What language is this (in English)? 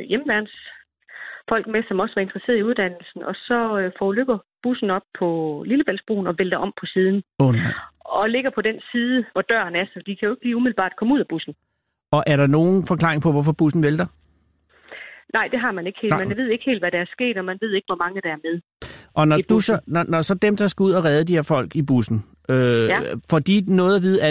Danish